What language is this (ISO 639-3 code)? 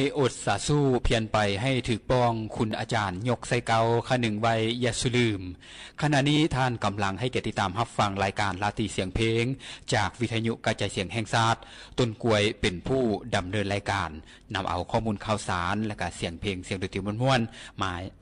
lao